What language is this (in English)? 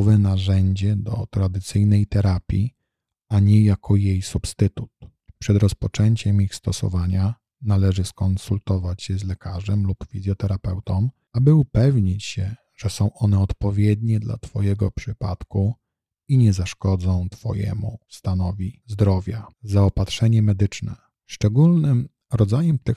Polish